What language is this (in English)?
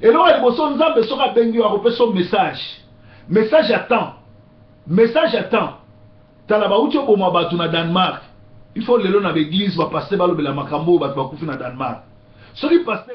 Lingala